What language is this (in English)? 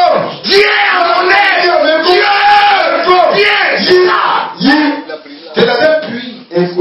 French